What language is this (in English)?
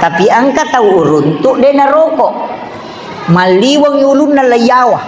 Buginese